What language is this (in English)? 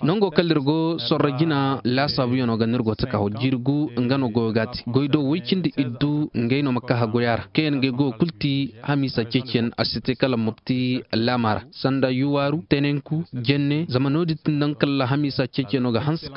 Koyraboro Senni